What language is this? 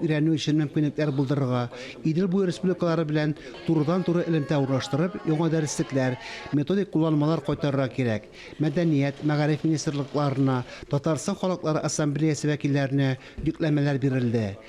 Tatar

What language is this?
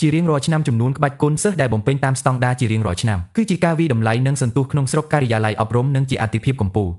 Khmer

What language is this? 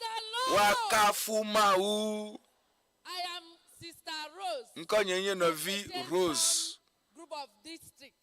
Ewe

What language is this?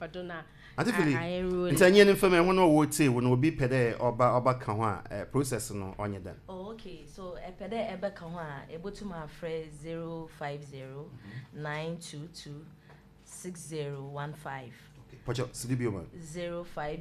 Akan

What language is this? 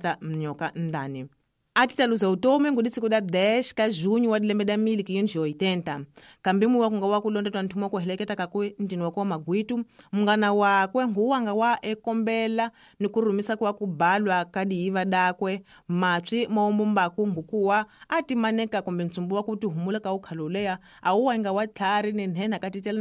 Tsonga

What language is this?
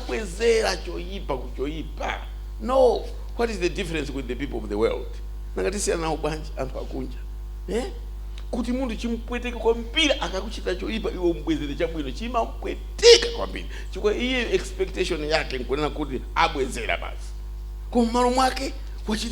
Nyanja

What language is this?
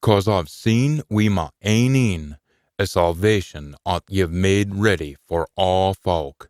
Scots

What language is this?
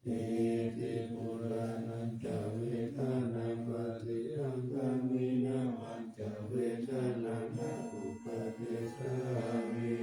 Pali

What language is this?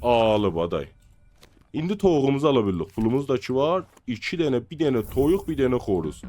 South Azerbaijani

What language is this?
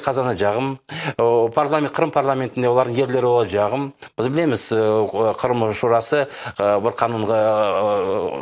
Crimean Tatar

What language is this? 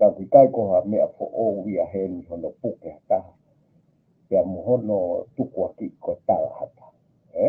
Tongan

